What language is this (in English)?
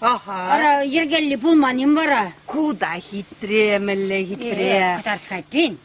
Chuvash